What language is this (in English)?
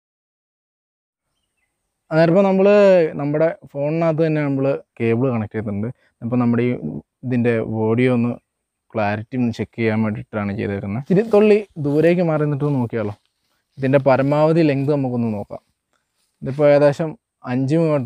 Malayalam